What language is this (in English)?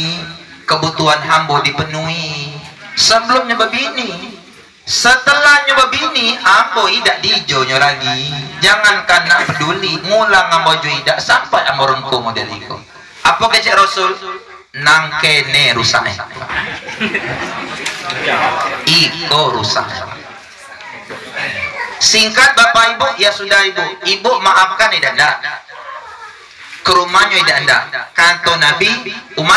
Indonesian